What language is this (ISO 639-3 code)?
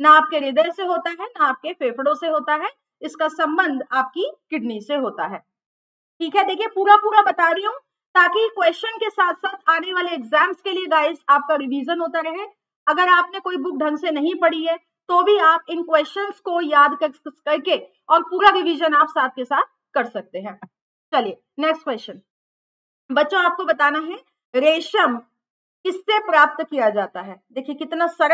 hin